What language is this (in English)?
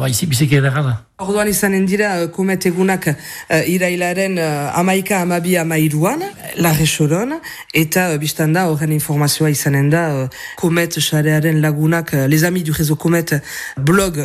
Basque